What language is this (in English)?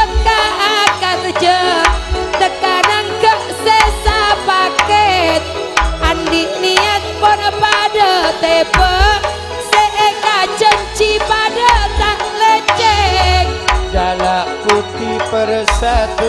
Madurese